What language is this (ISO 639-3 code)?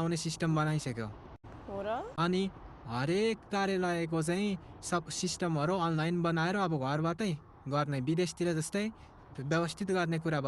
nep